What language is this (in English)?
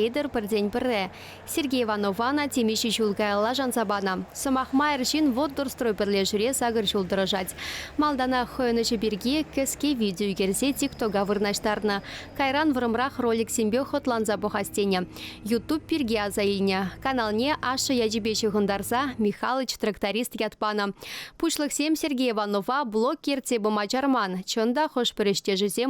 Chuvash